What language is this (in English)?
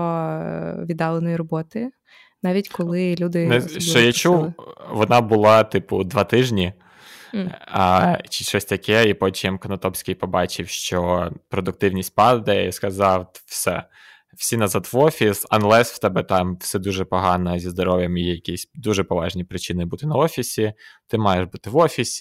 Ukrainian